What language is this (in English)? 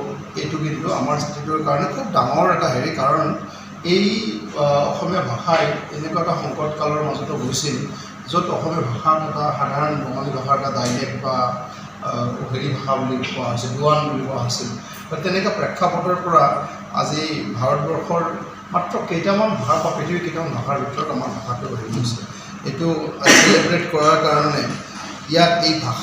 Assamese